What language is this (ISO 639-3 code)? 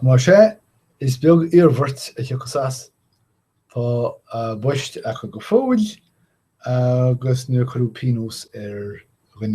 gle